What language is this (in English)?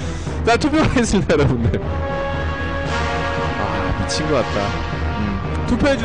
Korean